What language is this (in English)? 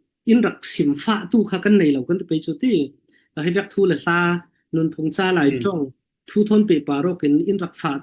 Falam Chin